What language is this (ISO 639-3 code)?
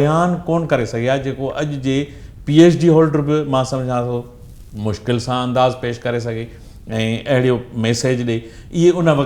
snd